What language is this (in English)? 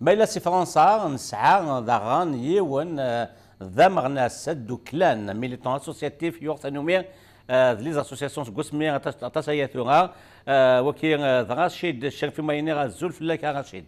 Kabyle